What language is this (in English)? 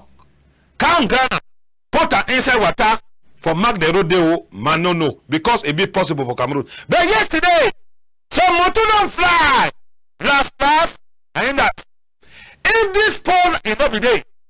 Cameroon Pidgin